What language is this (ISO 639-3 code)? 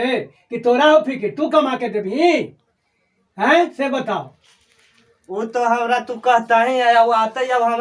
mag